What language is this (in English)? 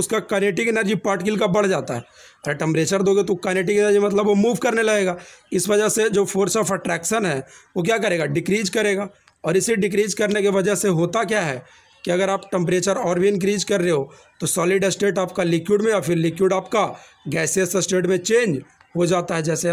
Hindi